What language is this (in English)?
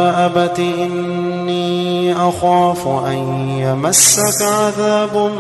Arabic